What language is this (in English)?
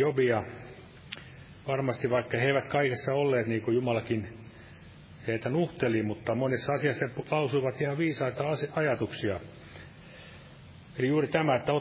Finnish